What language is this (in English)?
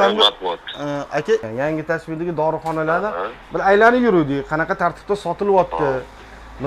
Uzbek